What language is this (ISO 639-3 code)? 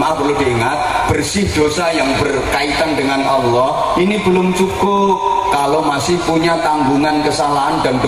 jav